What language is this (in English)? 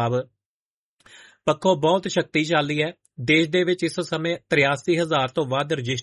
Punjabi